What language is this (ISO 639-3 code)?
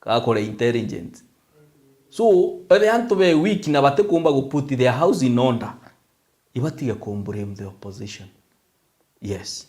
mer